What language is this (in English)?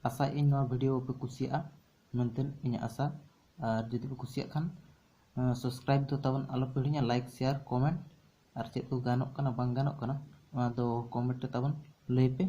Santali